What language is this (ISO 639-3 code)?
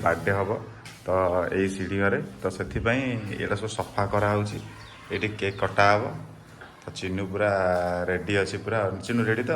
ori